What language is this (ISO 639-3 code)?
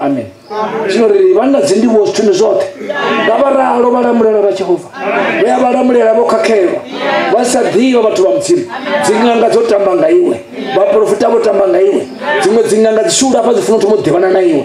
ven